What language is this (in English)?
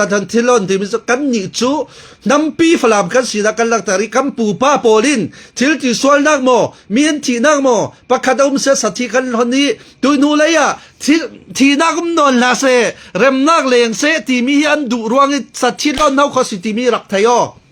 Falam Chin